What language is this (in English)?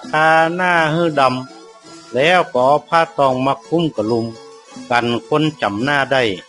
Northern Thai